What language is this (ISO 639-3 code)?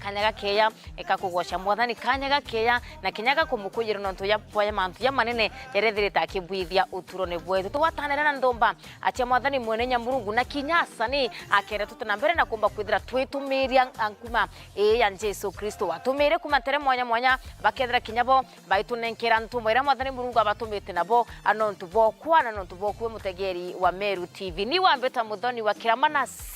mer